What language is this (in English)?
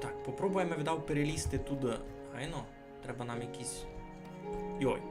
Rusyn